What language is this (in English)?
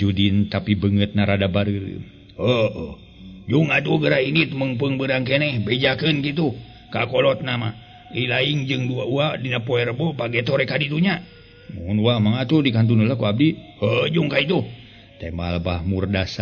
Sundanese